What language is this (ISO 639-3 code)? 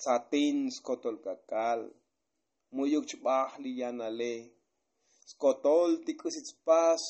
tzo